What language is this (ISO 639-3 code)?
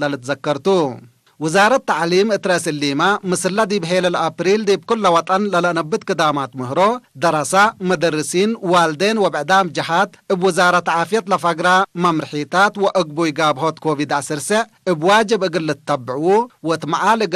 tig